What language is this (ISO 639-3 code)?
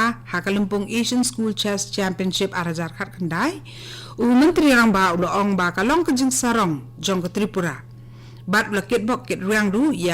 kha